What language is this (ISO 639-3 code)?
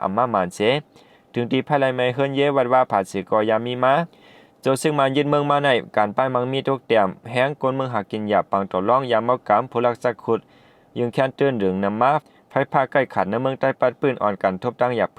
shn